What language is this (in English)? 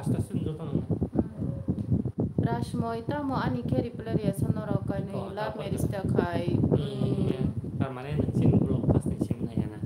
Kok Borok